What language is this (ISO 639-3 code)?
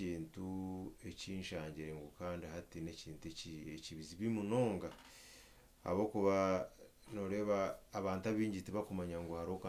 nyn